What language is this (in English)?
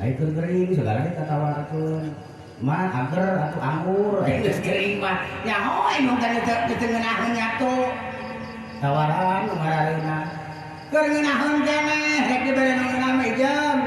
Sundanese